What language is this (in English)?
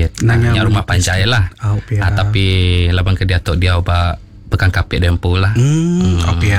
Iban